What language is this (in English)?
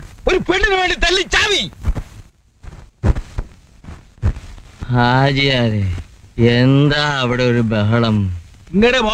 Malayalam